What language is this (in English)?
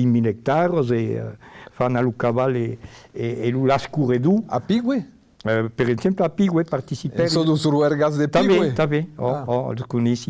Occitan